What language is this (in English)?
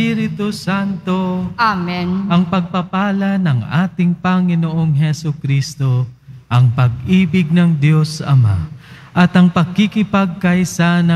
Filipino